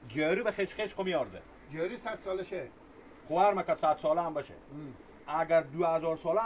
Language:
Hazaragi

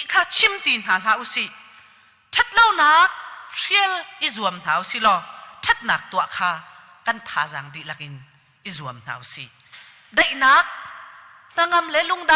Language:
Hakha Chin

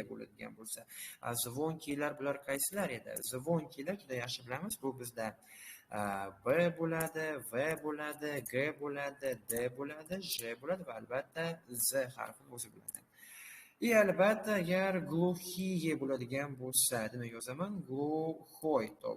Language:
Uzbek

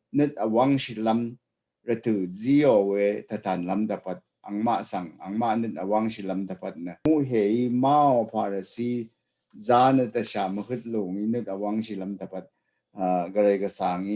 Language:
Rawang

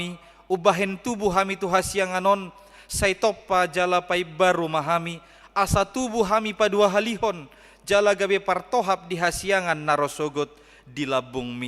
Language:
Batak Toba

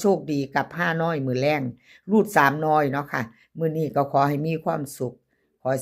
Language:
Northeastern Thai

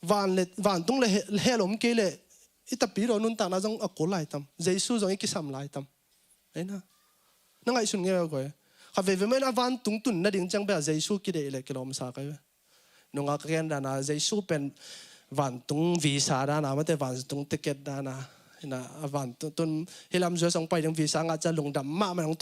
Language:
Tedim Chin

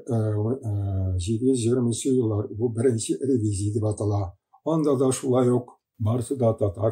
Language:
Tatar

